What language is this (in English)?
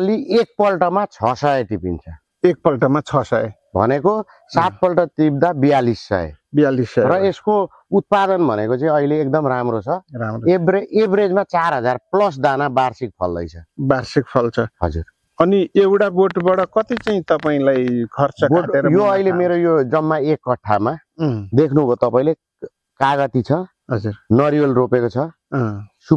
Nepali